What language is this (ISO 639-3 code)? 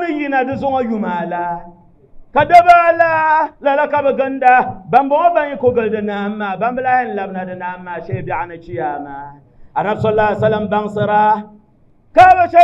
dag